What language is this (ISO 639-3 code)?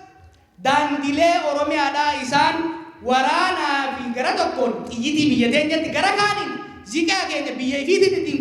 orm